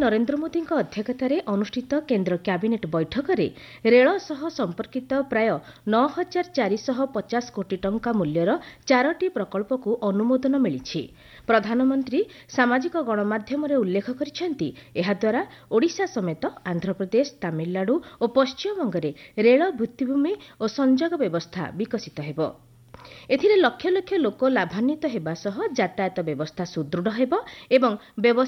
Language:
Odia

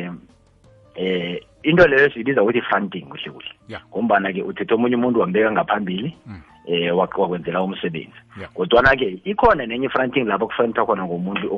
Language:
South Ndebele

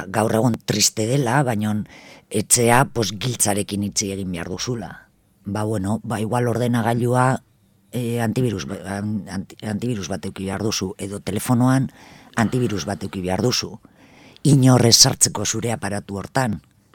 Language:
Basque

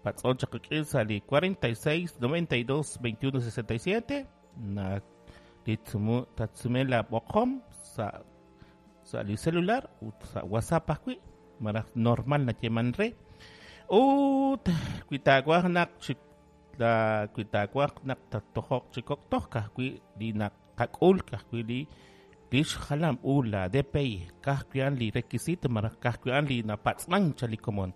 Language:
Kekchí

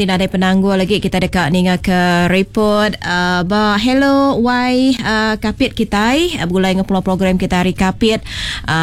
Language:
Iban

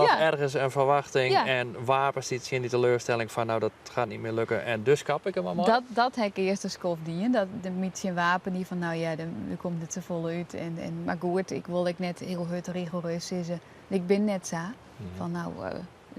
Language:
Western Frisian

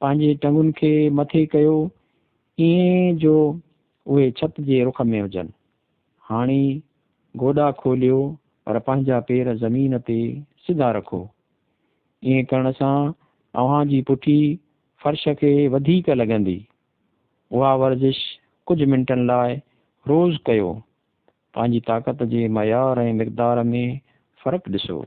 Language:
Sindhi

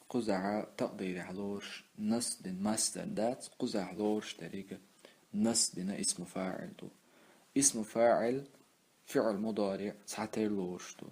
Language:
Chechen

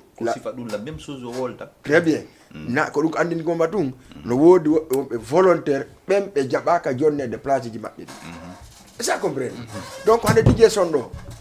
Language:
Fula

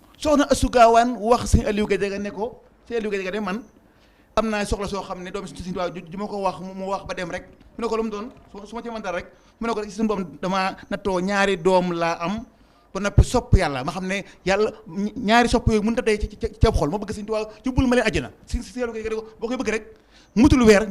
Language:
Wolof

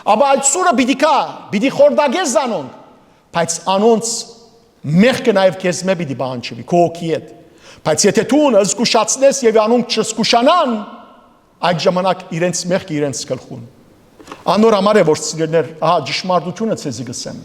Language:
Western Armenian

